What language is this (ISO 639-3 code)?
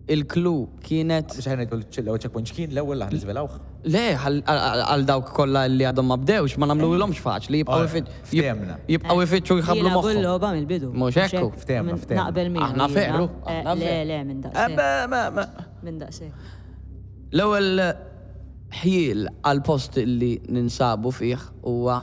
mlt